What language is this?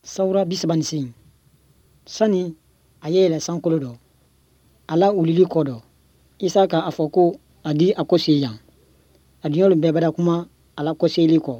Bambara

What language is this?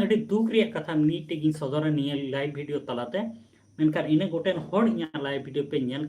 Santali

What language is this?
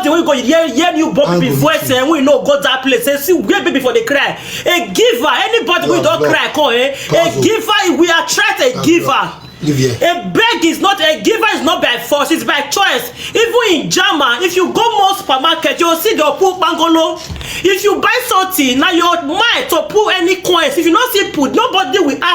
Nigerian Pidgin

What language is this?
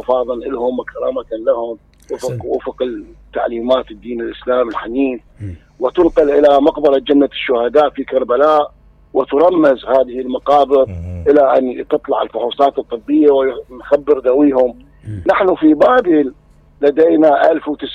Mesopotamian Arabic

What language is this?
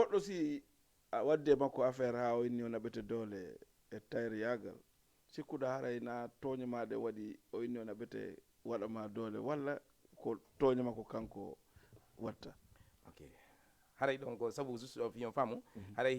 Fula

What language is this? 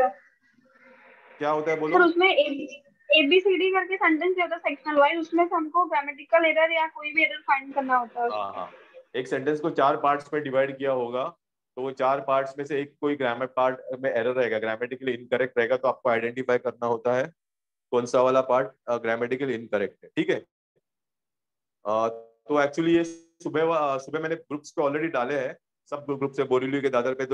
Hindi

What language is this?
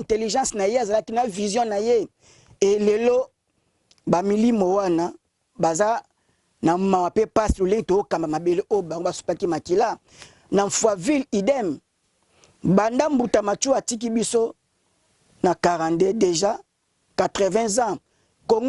Lingala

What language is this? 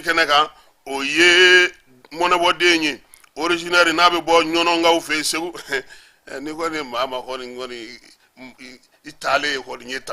Bambara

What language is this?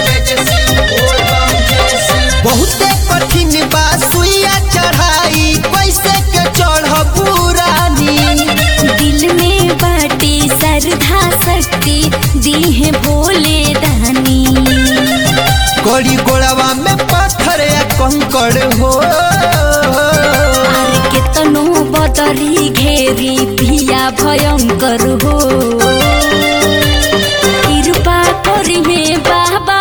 Bhojpuri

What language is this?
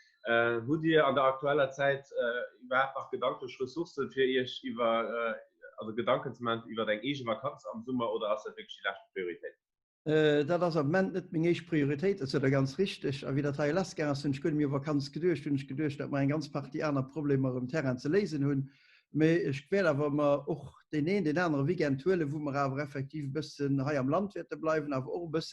Luxembourgish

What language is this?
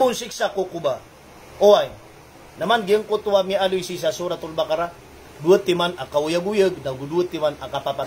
Maranao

